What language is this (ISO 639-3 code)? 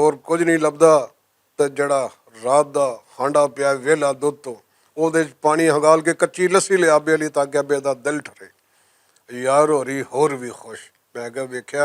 lah